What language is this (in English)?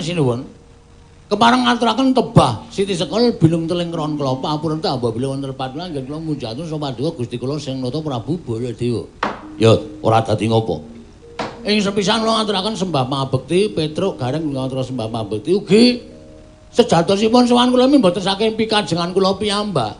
Javanese